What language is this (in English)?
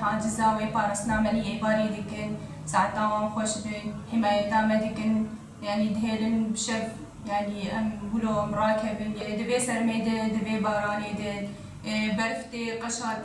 Kurdish